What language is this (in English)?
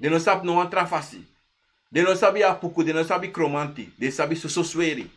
Sranan Tongo